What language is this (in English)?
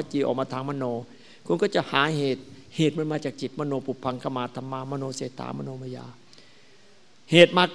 Thai